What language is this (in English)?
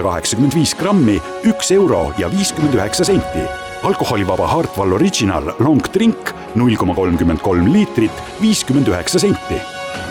Estonian